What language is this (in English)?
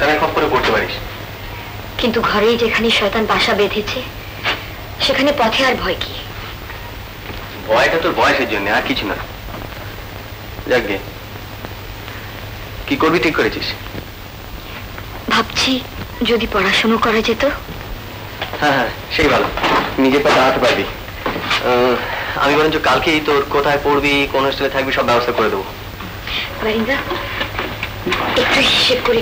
Bangla